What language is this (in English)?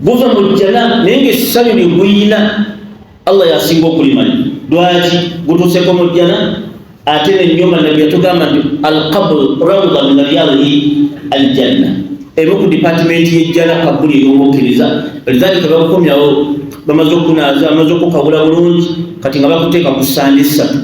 Ganda